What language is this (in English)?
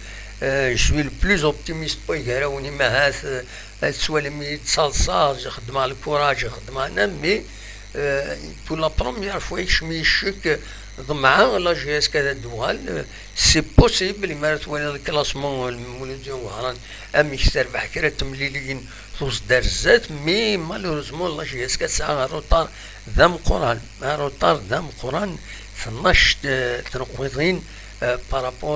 Kabyle